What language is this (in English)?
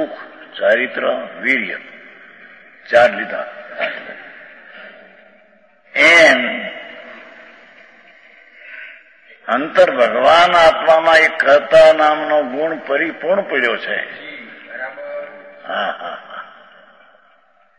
Gujarati